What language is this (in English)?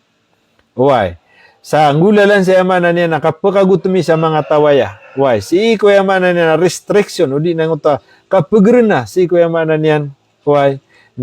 Maranao